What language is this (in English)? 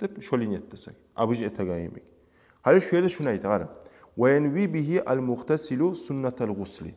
Kumyk